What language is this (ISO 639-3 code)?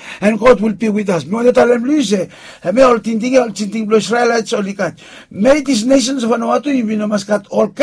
bis